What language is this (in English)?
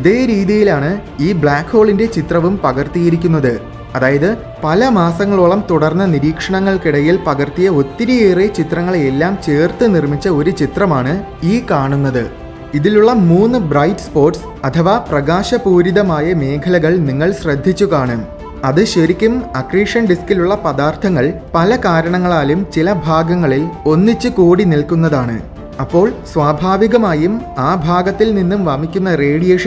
Malayalam